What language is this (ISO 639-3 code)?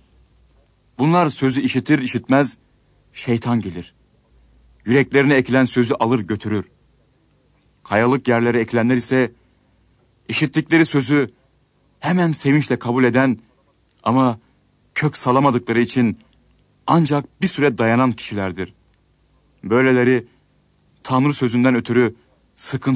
tur